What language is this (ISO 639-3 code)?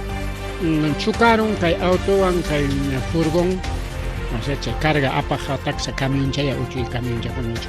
quy